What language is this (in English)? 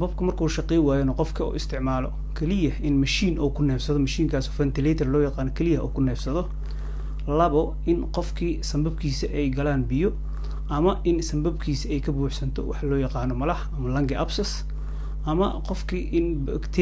Somali